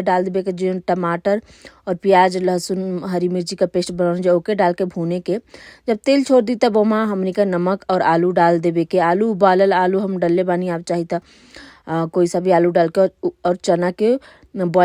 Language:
Bhojpuri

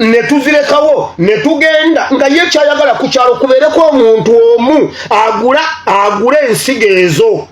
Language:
Ganda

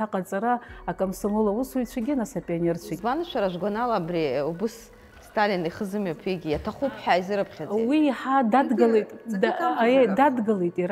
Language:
Abkhazian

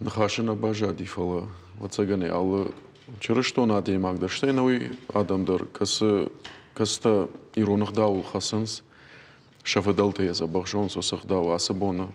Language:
Ossetic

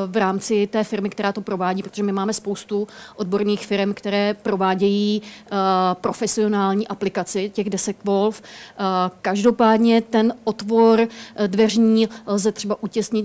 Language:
Czech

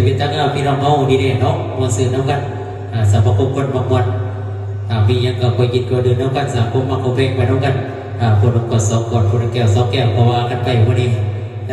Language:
Lao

